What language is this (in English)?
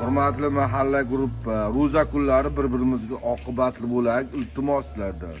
Uzbek